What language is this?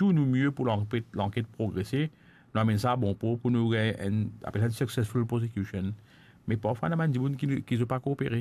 Morisyen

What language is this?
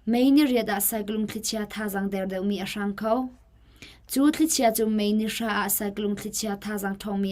Hakha Chin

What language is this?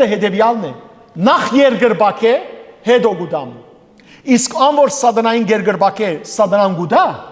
Western Armenian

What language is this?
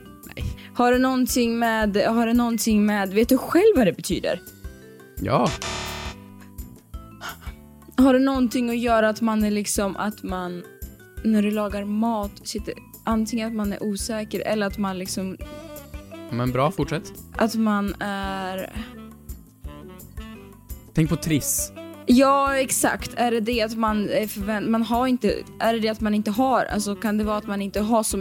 Swedish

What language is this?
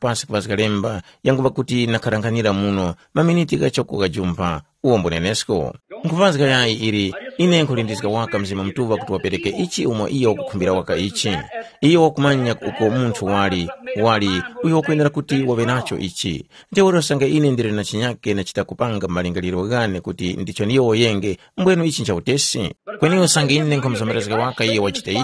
Tumbuka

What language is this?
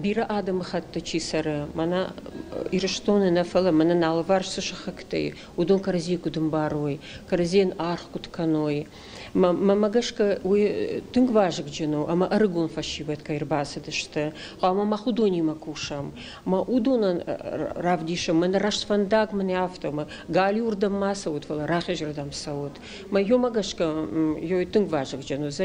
Ossetic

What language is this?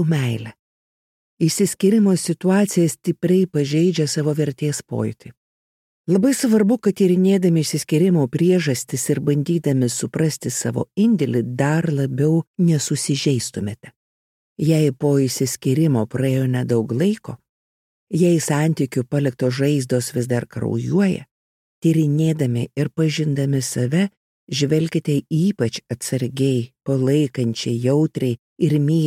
Lithuanian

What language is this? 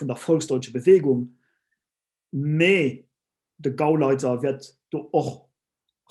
Luxembourgish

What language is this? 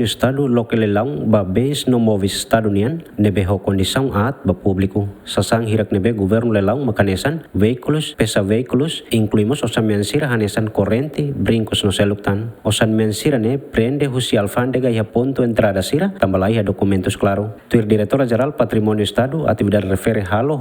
Tetum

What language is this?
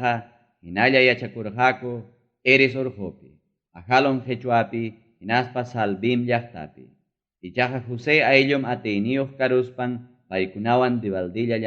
Ayacucho Quechua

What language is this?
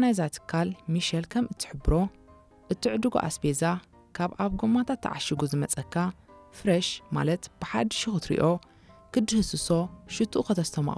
Tigrinya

